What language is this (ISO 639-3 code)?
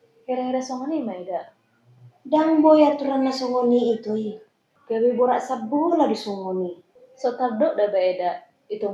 bbc